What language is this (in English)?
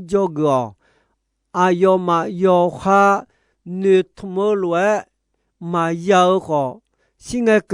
Akha